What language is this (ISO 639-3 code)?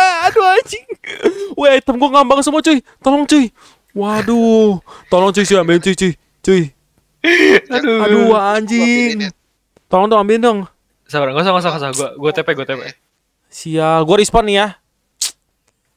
ind